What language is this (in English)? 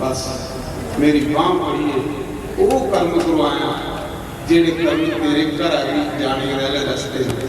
Dogri